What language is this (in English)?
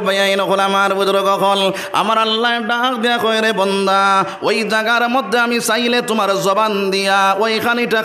Sylheti